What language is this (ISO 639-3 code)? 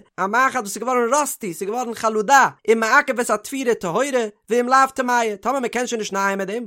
yid